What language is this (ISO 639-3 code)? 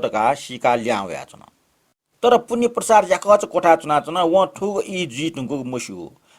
new